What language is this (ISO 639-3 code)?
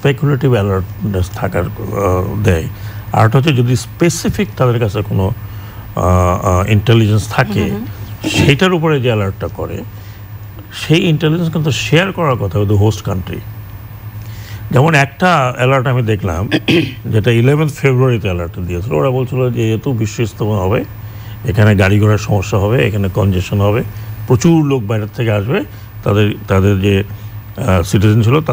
ben